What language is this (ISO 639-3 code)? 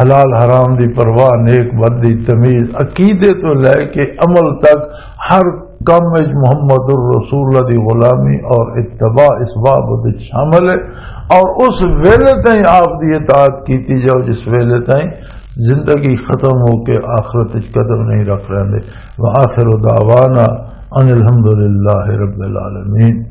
lah